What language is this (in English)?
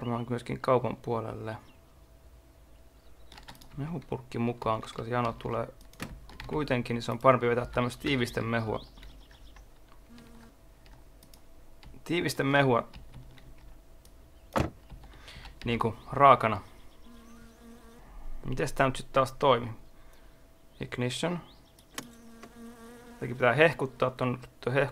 Finnish